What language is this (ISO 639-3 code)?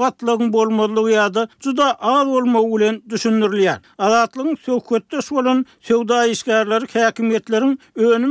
tuk